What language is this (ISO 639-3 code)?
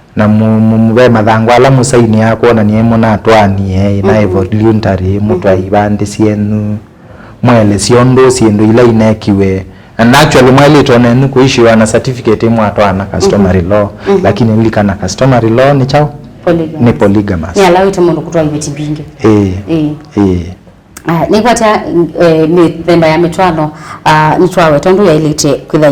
kam